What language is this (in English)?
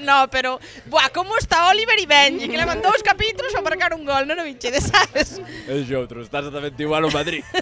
Galician